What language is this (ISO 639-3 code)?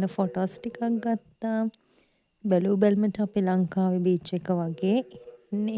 sin